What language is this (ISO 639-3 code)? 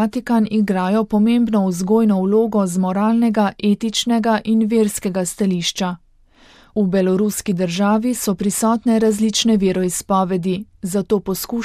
slv